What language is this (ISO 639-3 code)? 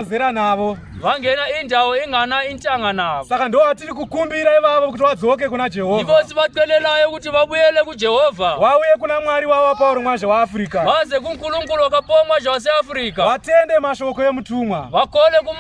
sna